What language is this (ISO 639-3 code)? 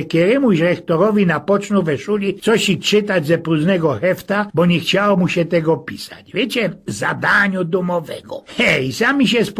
szl